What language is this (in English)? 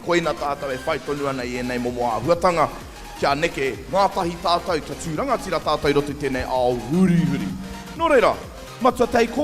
Māori